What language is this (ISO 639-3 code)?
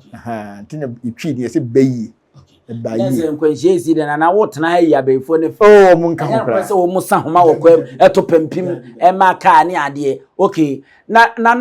aka